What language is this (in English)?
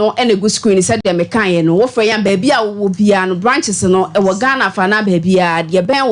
Akan